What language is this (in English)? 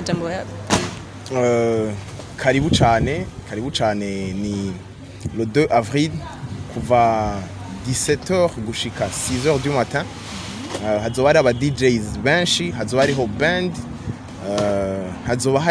Rundi